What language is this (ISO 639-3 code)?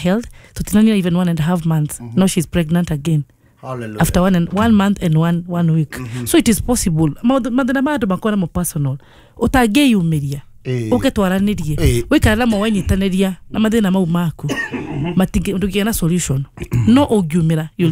kik